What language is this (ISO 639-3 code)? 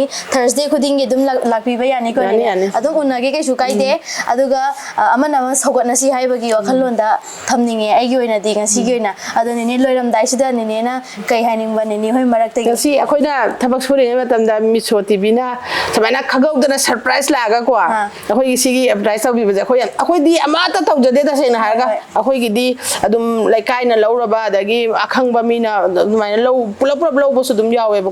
mni